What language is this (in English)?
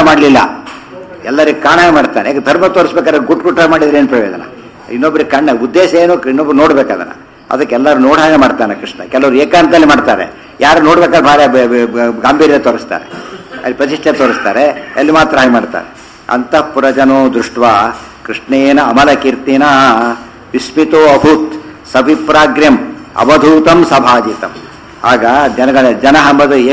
Kannada